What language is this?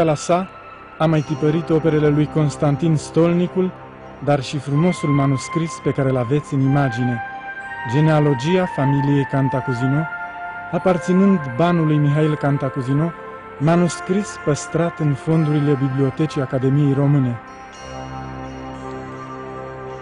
Romanian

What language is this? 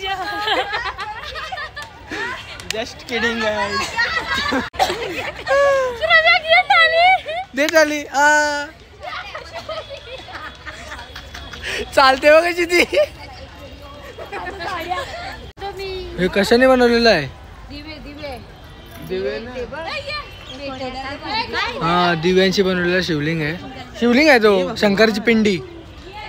Marathi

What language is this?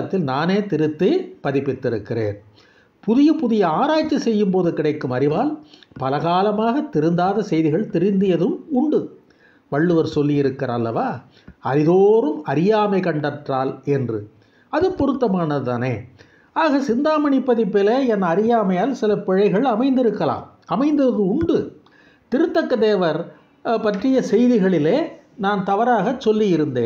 Tamil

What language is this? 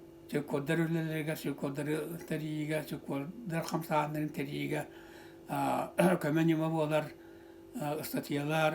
Yakut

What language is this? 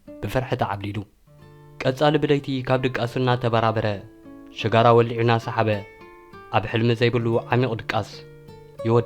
Tigrinya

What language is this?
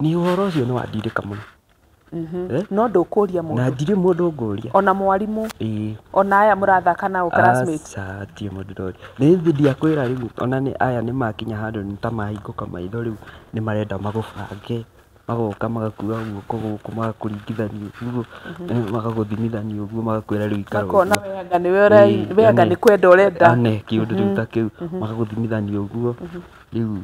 Kikuyu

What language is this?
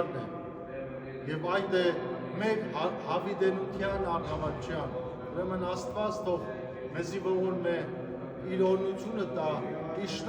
Western Armenian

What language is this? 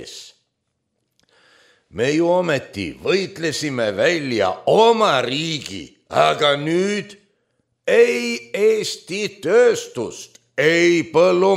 Estonian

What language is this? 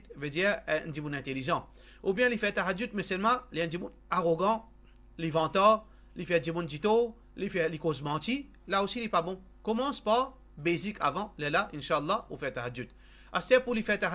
Morisyen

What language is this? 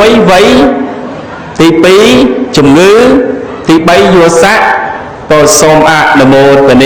Khmer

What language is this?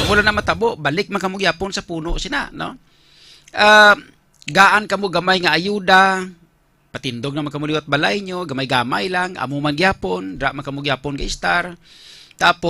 Hiligaynon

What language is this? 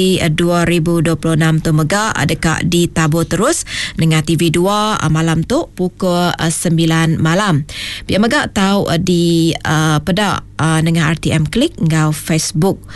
Iban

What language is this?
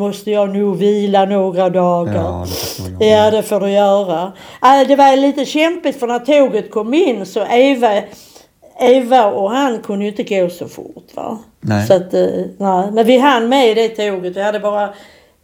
Swedish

